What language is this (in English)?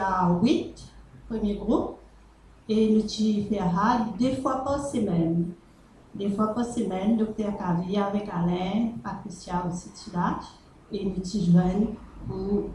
Morisyen